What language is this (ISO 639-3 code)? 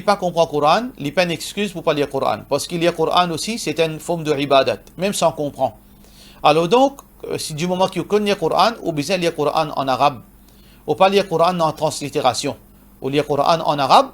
mfe